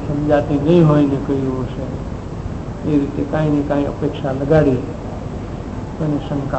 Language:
Gujarati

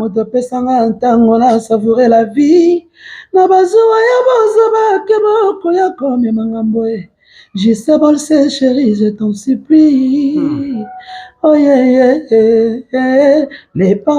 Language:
Lingala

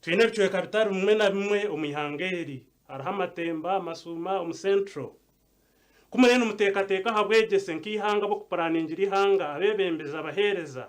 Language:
Nyankole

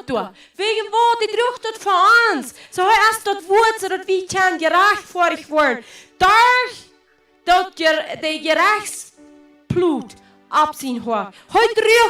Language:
Plautdietsch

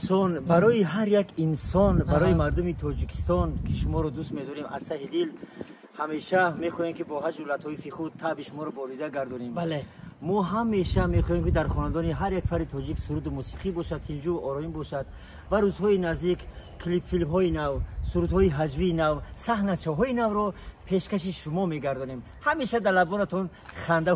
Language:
Tajik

